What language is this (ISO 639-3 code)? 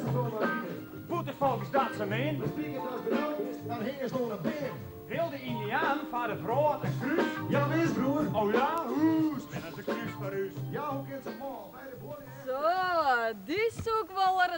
fry